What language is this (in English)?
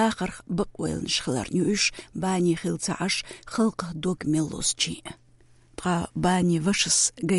Chechen